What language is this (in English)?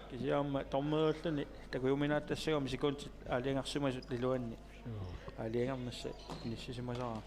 Kalaallisut